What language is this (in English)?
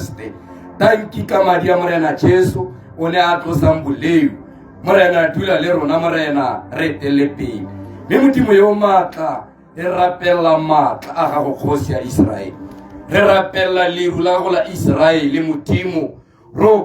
Tswana